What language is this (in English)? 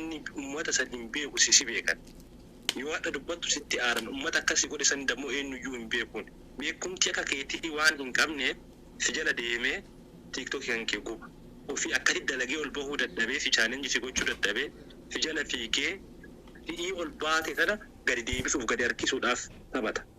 Oromo